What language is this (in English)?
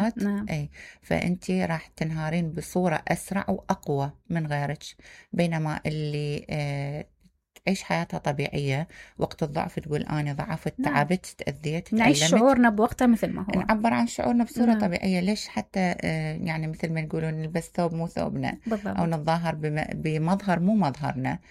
Mesopotamian Arabic